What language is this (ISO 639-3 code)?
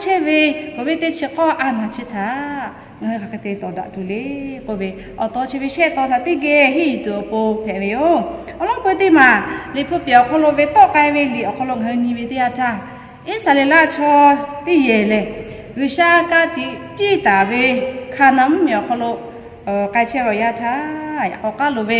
lhu